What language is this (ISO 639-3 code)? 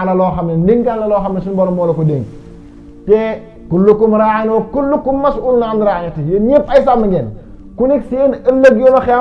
wol